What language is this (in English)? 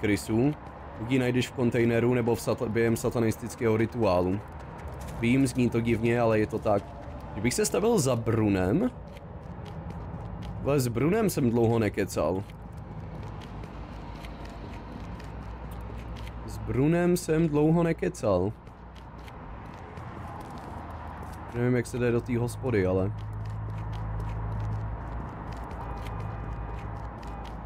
Czech